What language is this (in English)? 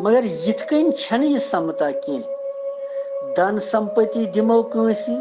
Kashmiri